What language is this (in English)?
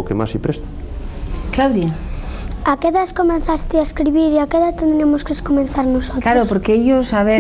Asturian